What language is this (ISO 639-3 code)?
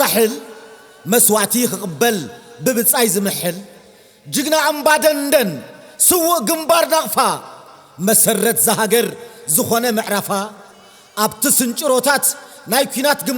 tir